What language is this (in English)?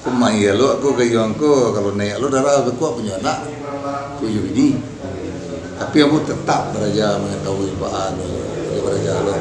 Minangkabau